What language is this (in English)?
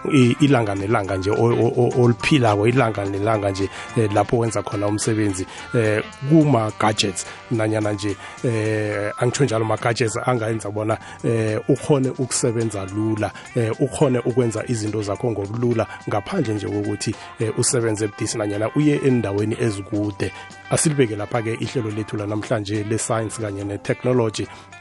South Ndebele